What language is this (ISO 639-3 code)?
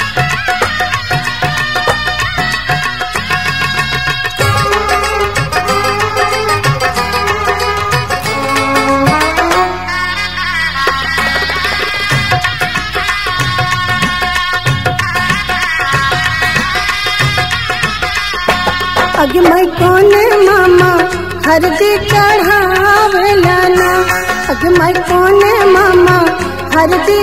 bho